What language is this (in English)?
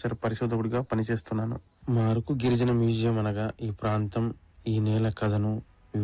Telugu